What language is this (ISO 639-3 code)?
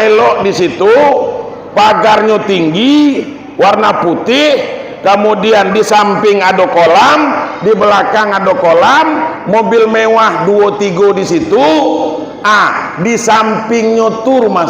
min